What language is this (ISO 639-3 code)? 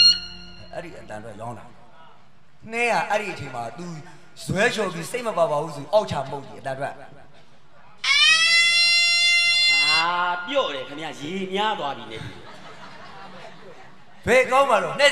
mya